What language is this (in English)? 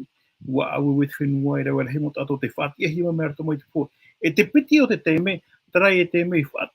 Tahitian